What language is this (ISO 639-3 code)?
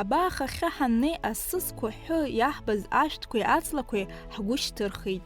abk